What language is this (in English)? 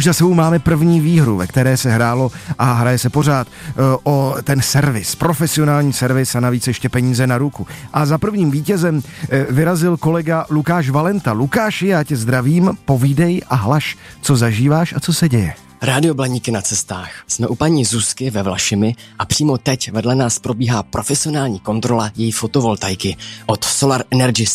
Czech